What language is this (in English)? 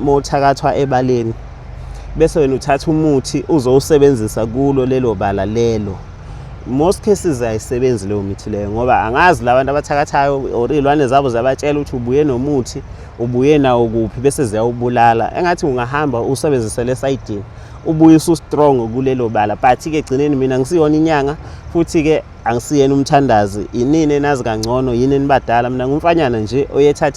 Zulu